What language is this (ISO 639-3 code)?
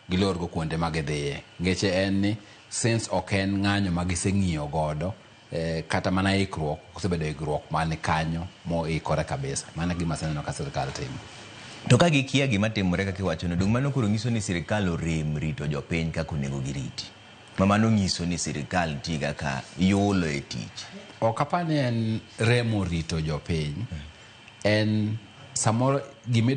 luo